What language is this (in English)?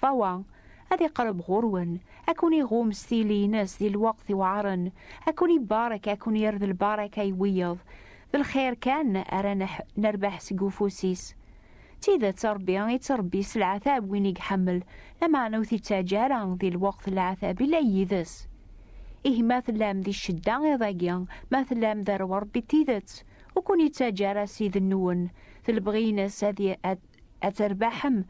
Kabyle